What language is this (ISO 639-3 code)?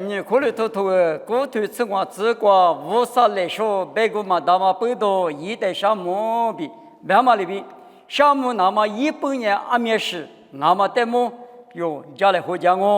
lis